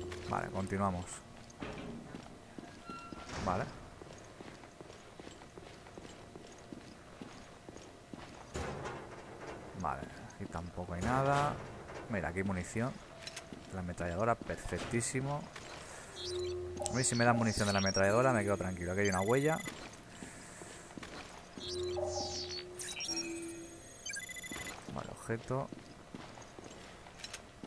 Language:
Spanish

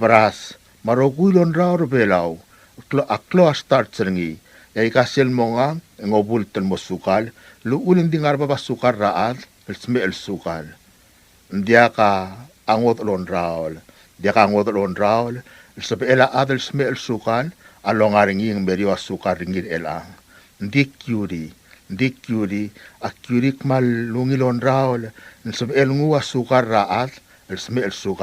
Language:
Palauan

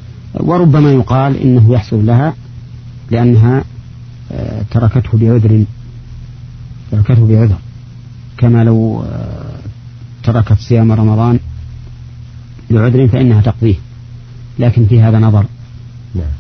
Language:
Arabic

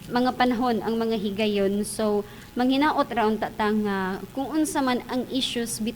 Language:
Cebuano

